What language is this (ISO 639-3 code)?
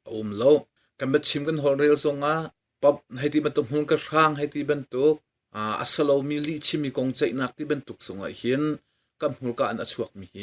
cnh